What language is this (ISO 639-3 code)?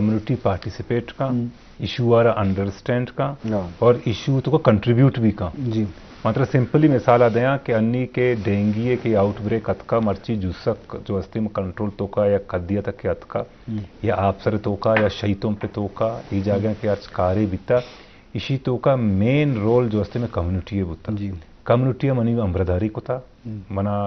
bal